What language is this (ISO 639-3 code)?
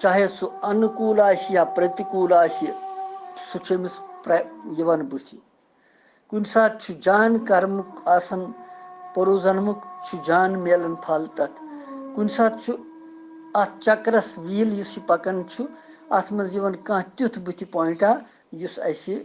kas